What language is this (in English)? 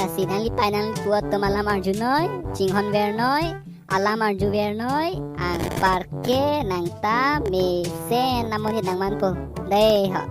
Karbi